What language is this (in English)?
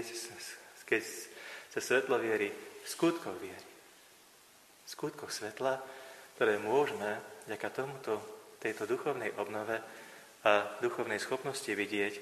Slovak